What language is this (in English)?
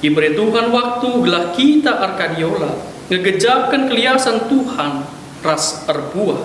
Batak Karo